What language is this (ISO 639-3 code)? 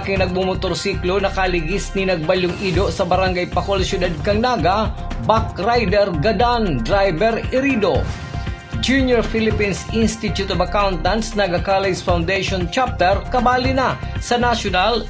bik